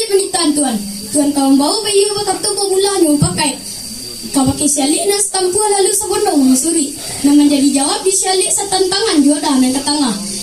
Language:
Minangkabau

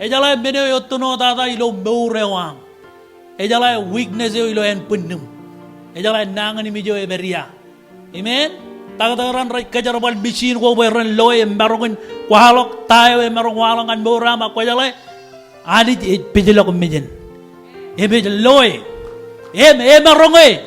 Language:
Marshallese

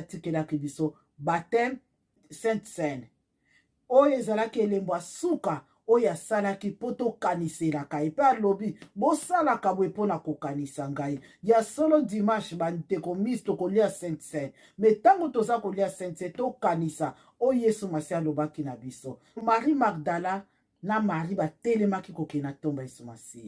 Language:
Lingala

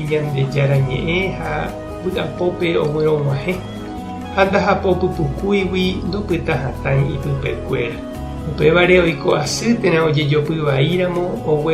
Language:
Guarani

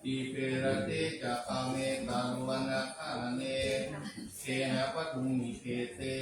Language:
Pali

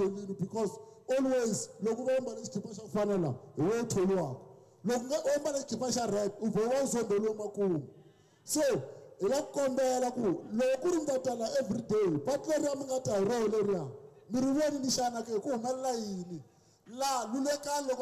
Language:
Tsonga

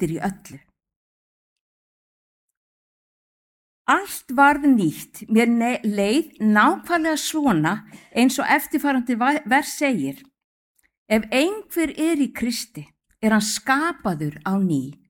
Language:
Icelandic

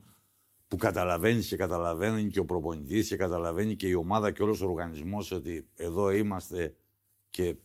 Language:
Greek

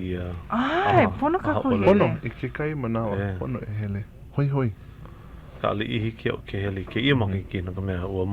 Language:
Hawaiian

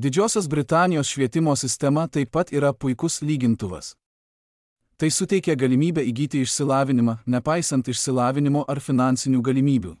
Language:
Lithuanian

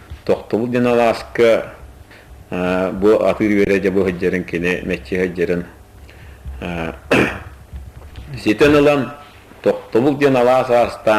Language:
Yakut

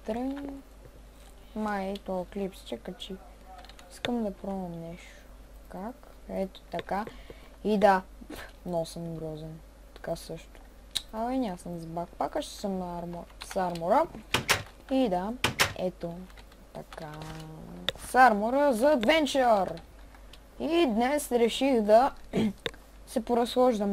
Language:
Bulgarian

